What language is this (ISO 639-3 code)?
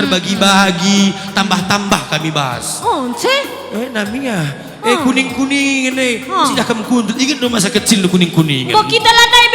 btx